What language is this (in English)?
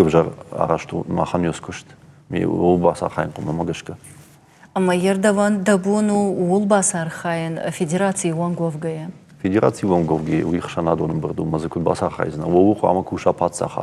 Ossetic